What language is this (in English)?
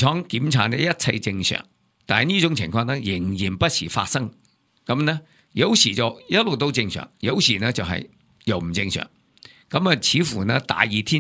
Cantonese